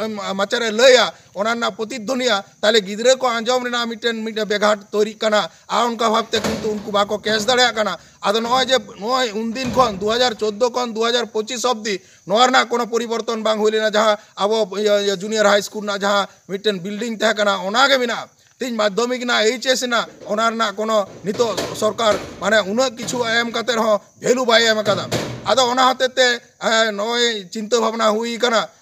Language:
Santali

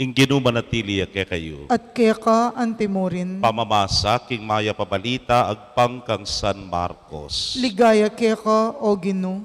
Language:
Pampanga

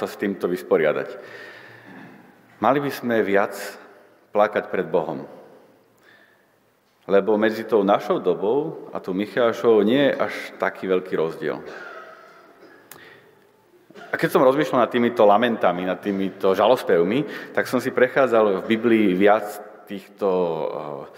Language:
Slovak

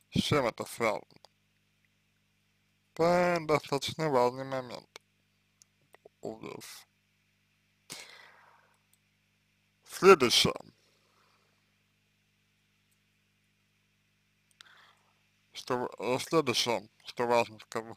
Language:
Russian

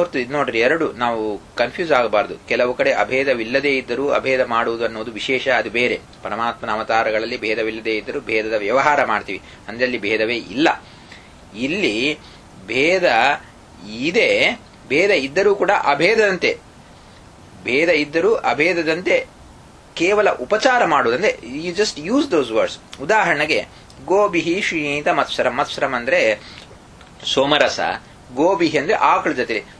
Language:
Kannada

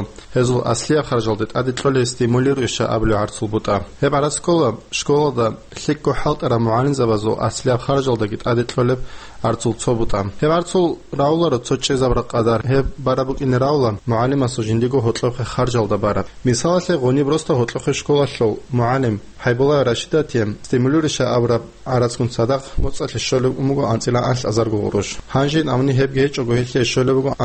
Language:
Avaric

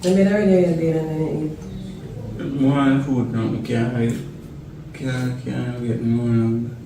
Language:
Jamaican Creole English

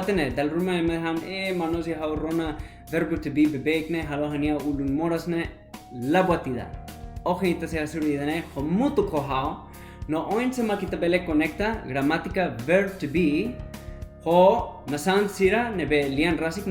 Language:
Tetum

